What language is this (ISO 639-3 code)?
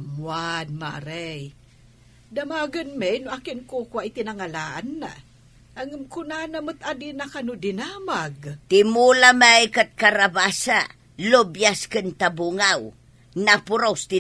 ilo